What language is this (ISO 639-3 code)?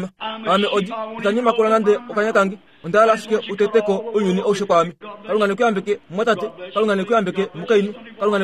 kua